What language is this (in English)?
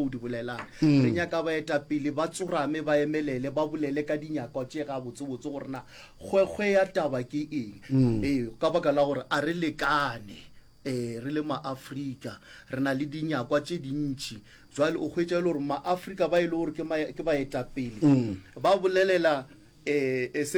Northern Sotho